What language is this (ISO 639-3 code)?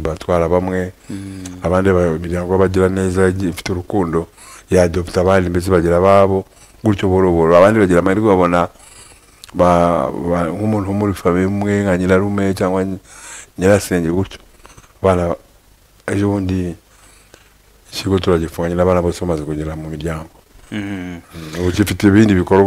kin